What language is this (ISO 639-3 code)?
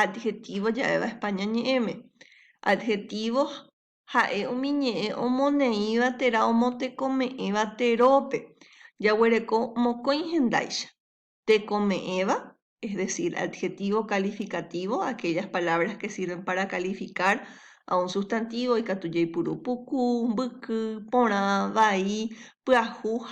grn